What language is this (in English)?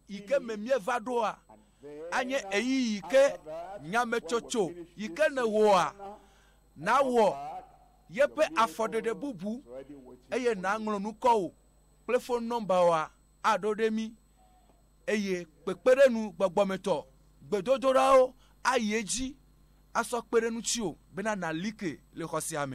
Ewe